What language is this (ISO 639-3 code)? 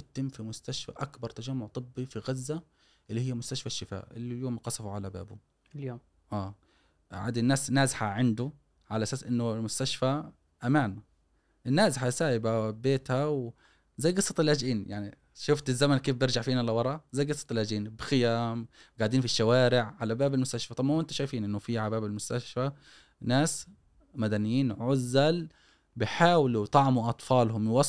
afb